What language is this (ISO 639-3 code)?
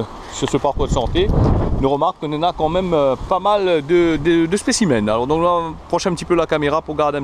rcf